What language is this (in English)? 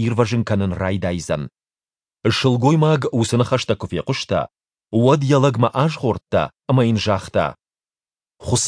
Ossetic